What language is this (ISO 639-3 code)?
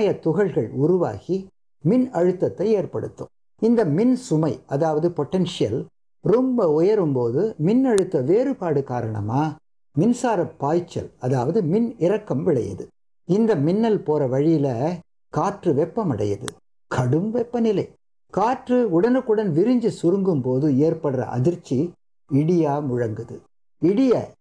tam